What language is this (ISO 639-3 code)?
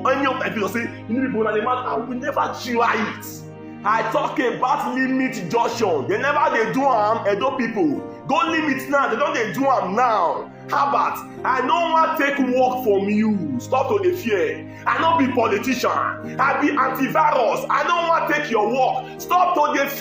pcm